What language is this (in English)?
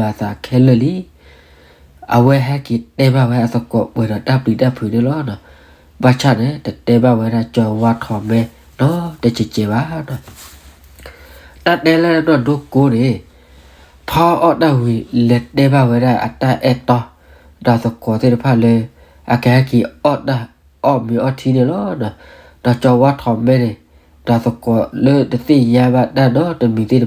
S'gaw Karen